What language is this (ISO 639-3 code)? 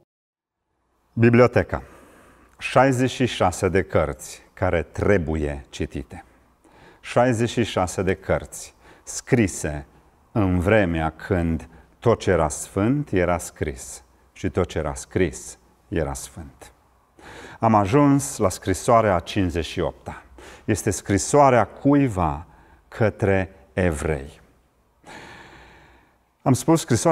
ron